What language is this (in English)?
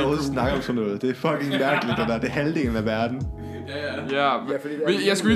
Danish